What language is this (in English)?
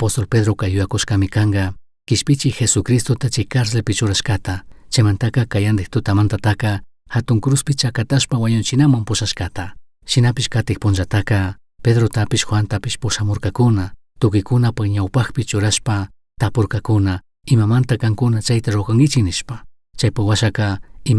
Chimborazo Highland Quichua